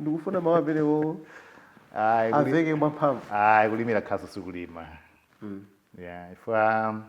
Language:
Nyanja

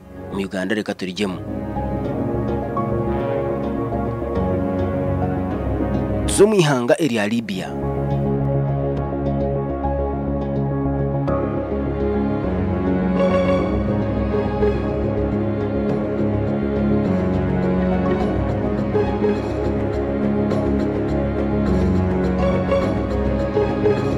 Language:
Kinyarwanda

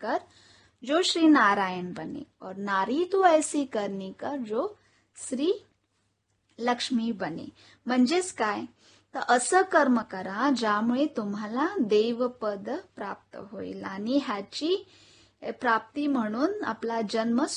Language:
Marathi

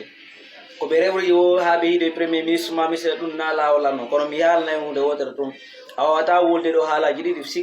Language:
Fula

